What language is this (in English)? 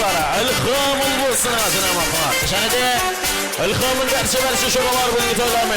Kara-Kalpak